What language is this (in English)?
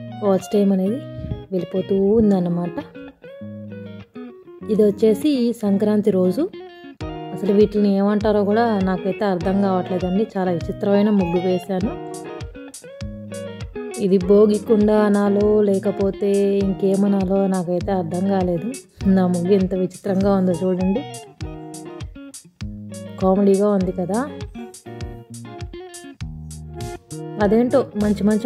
Telugu